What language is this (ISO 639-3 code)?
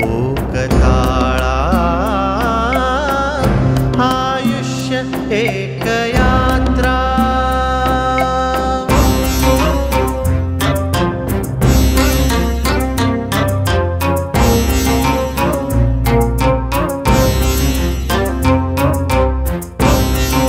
mar